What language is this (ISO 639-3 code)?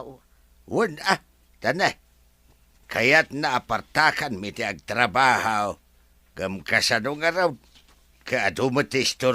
ilo